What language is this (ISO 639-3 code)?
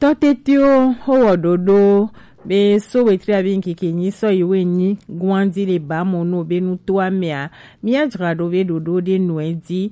gej